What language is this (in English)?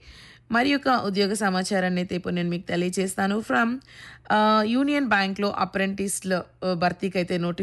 Telugu